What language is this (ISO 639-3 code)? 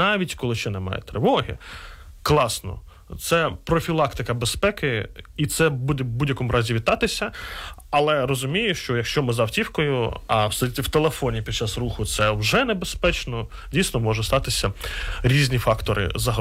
ukr